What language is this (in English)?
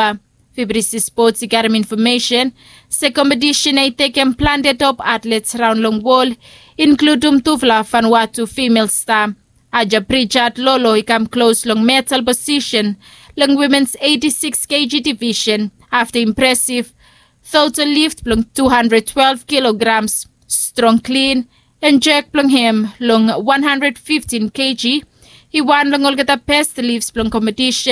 Bislama